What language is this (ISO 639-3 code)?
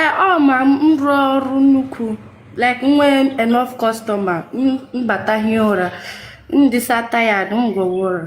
ibo